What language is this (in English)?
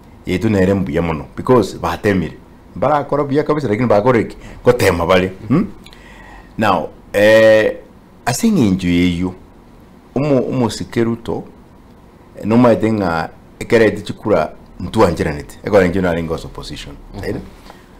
Gusii